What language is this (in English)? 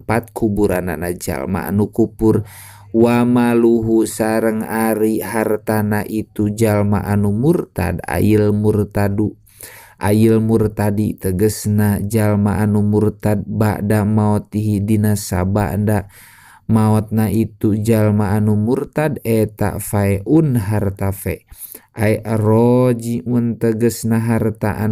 Sundanese